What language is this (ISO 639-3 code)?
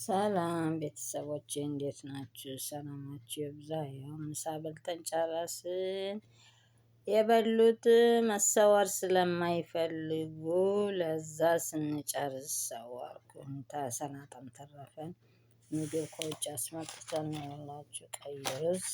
amh